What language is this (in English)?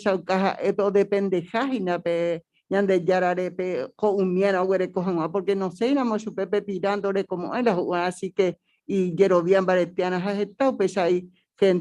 Guarani